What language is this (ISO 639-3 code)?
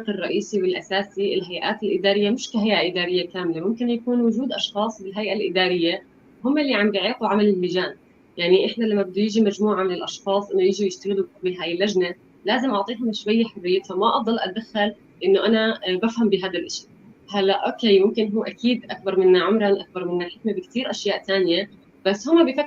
apc